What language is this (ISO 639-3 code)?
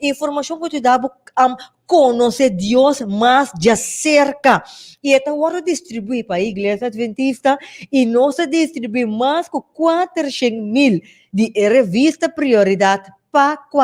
pap